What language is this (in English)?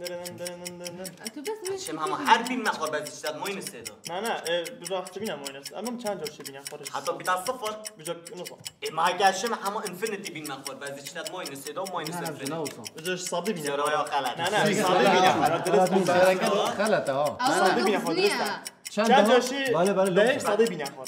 Kurdish